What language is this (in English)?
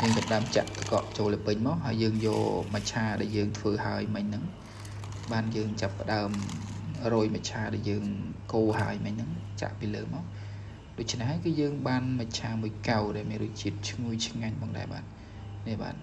Khmer